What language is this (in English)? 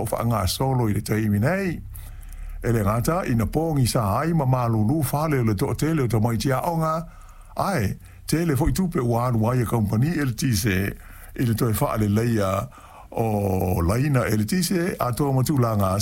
Samoan